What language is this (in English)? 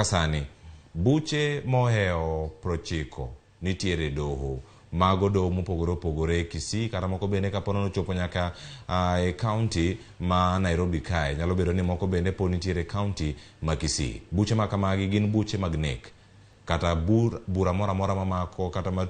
Luo (Kenya and Tanzania)